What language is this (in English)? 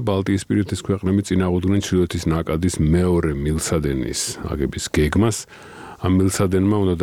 Georgian